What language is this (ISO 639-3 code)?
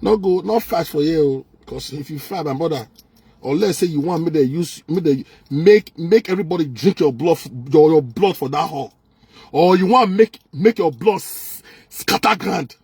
pcm